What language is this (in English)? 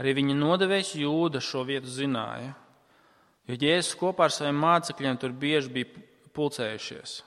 Latvian